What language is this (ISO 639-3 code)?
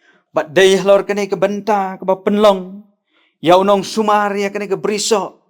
kha